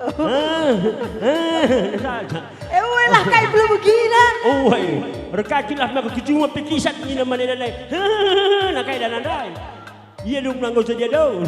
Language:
Batak Karo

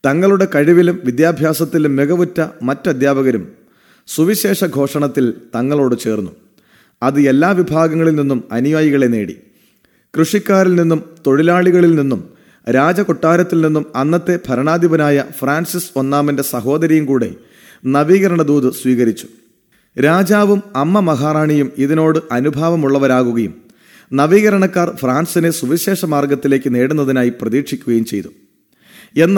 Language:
Malayalam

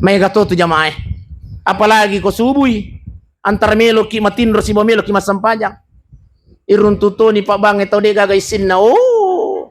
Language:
Buginese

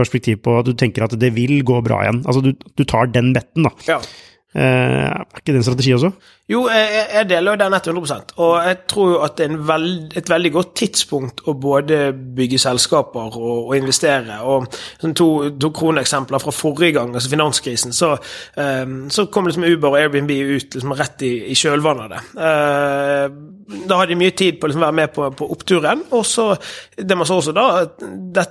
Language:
Norwegian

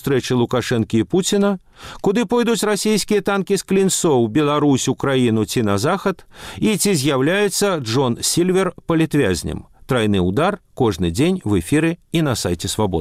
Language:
Belarusian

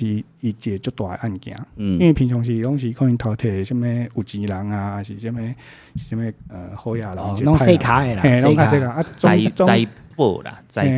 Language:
Min Nan Chinese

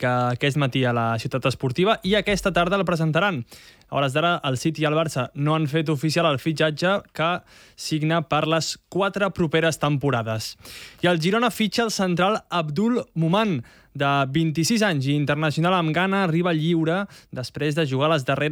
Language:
Catalan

